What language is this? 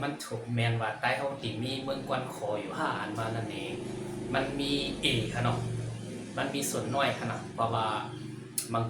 Shan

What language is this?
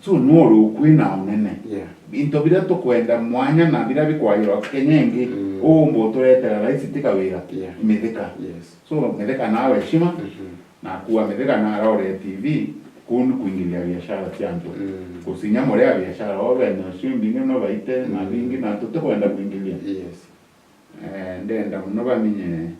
Meru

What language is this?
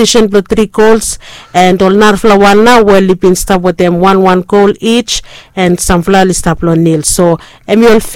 Bislama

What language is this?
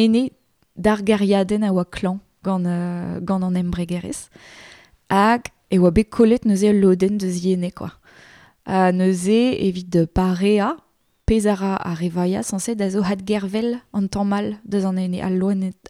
Breton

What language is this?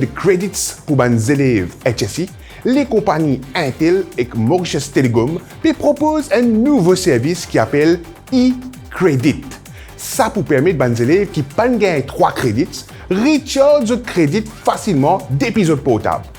Morisyen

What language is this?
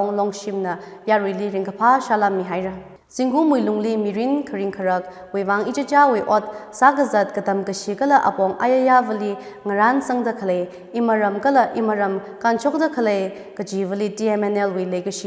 Tangkhul Naga (India)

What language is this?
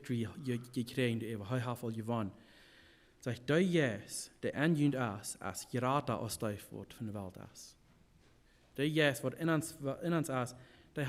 Plautdietsch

